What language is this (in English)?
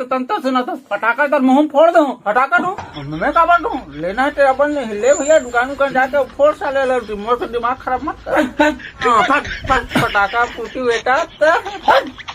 Chhattisgarhi